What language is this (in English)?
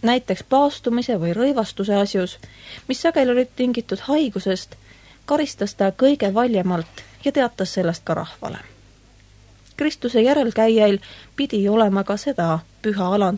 Estonian